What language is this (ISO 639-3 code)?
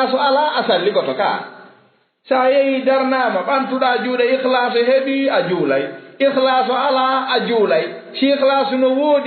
ful